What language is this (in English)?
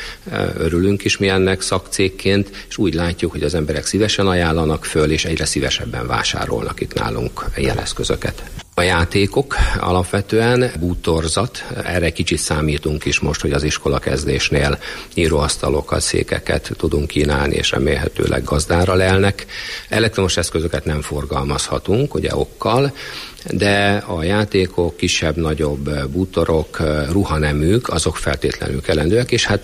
Hungarian